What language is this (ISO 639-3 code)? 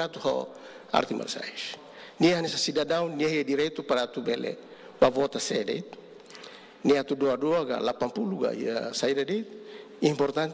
tet